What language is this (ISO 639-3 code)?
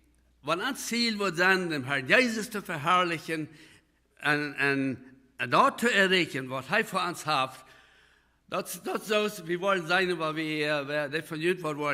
pdt